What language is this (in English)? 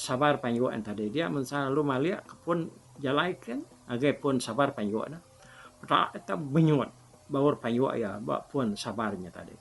Iban